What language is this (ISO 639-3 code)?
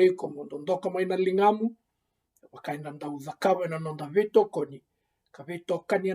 fij